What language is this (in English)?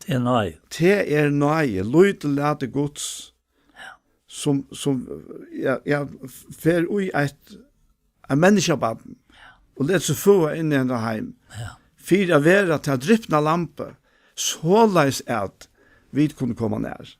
Faroese